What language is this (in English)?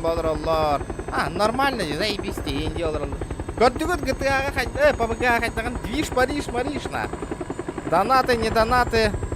Yakut